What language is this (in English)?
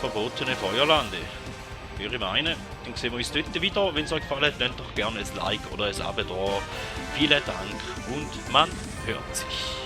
Swiss German